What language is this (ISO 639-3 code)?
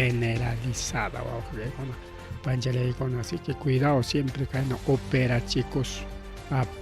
quy